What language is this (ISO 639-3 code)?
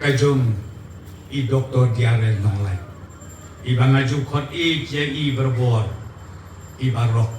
kha